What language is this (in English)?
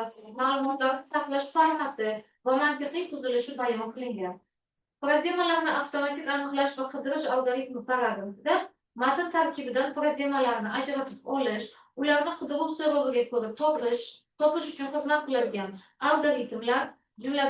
Uzbek